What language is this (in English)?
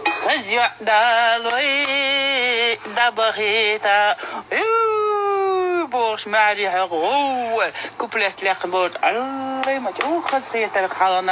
Chechen